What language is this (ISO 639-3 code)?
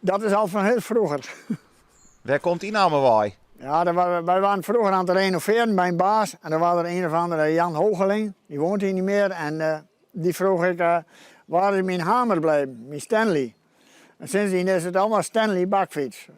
fry